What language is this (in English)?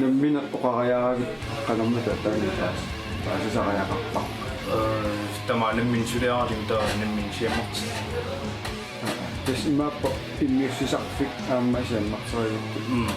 Kalaallisut